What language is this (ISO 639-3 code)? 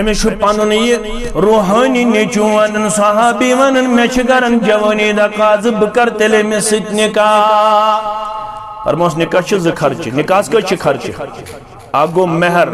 kas